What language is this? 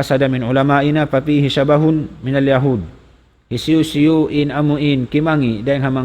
Tausug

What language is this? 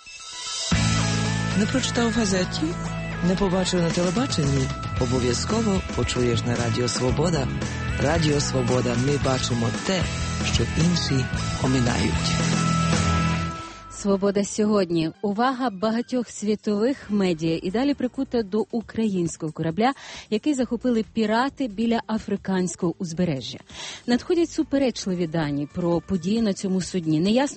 Ukrainian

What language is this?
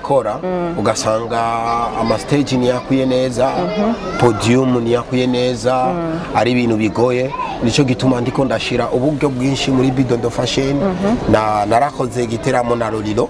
Rundi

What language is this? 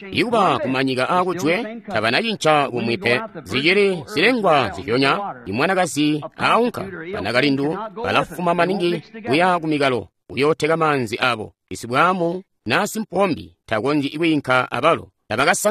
Tonga (Zambia)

